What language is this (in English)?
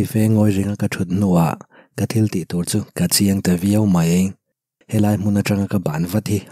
Mizo